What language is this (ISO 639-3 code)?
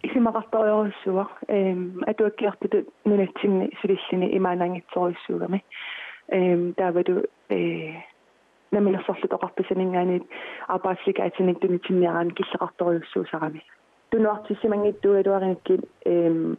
kal